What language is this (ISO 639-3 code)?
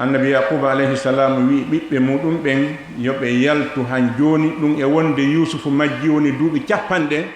ful